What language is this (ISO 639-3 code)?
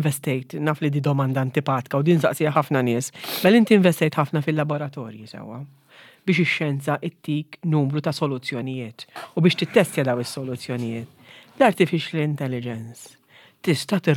mlt